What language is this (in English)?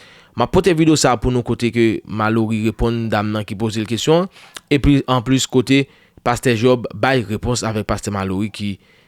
Haitian Creole